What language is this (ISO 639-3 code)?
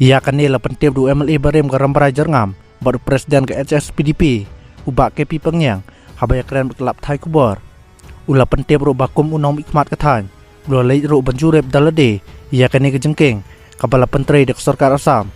kha